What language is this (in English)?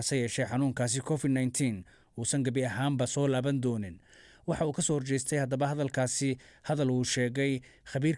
Somali